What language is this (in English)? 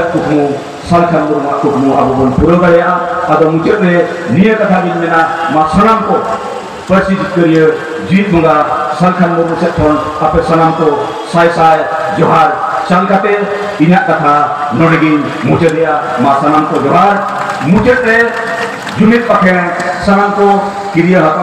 Santali